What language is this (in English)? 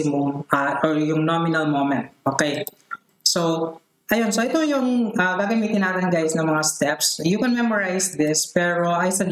Filipino